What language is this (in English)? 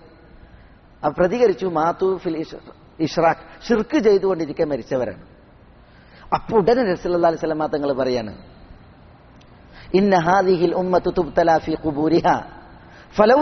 Malayalam